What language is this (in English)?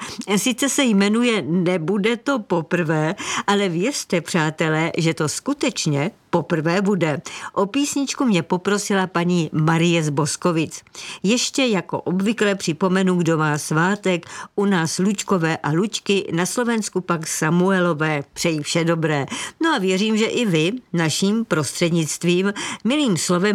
Czech